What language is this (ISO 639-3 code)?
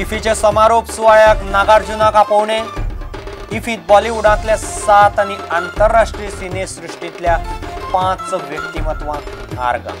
kok